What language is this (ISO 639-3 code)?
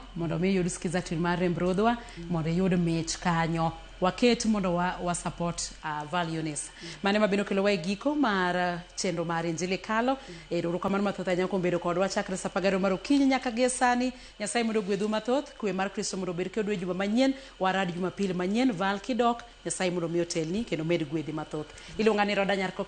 luo